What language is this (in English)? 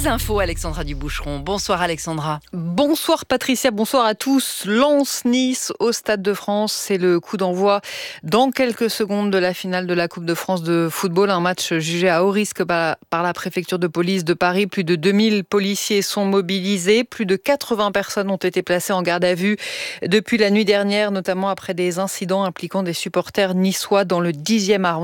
French